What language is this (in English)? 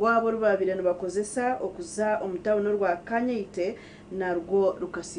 Nyankole